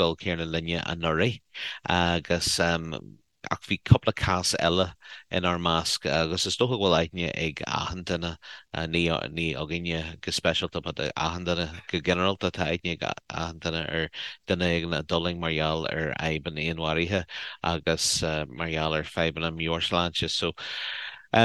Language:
Irish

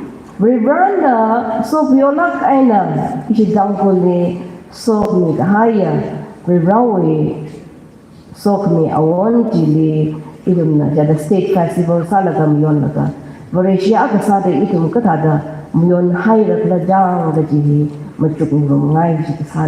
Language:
Tangkhul Naga (India)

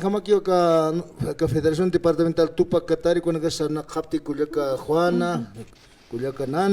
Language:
Aymara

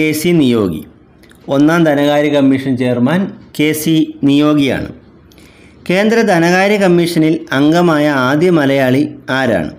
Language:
Malayalam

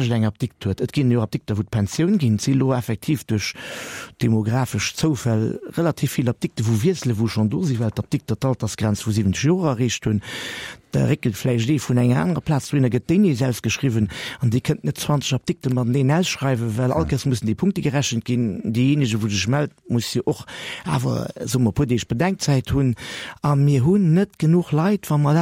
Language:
Luxembourgish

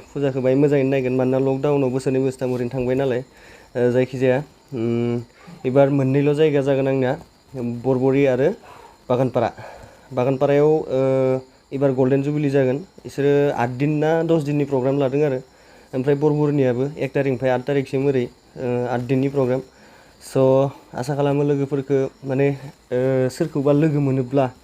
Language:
Bodo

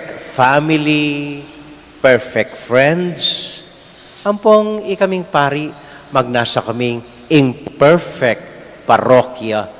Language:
Pampanga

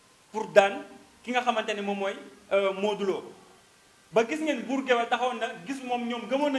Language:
Wolof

